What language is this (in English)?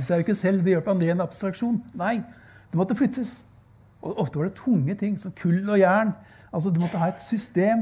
Norwegian